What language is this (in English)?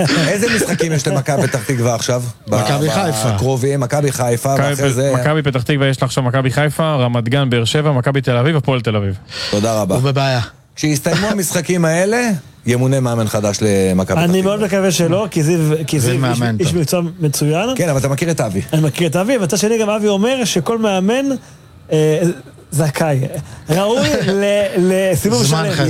Hebrew